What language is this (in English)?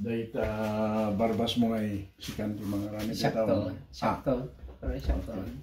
Iloko